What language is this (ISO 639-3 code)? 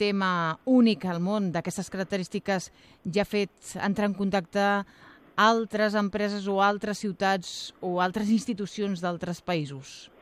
cat